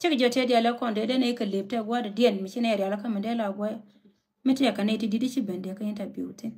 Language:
Nuer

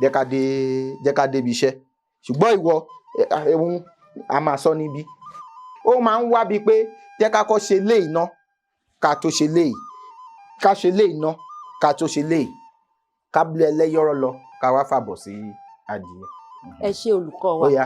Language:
Yoruba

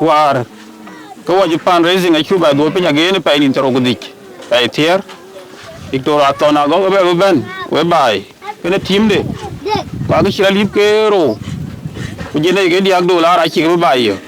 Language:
Dinka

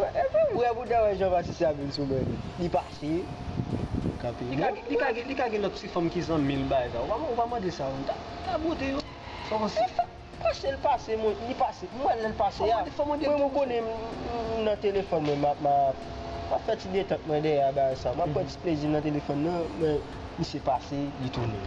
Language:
Haitian Creole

